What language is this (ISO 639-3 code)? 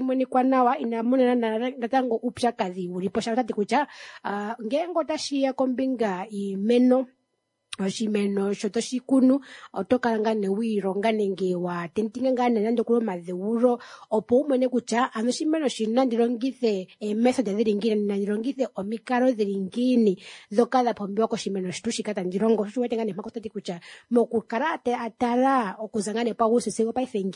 kua